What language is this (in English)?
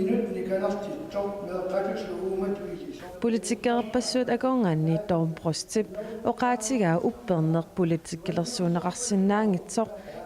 Kalaallisut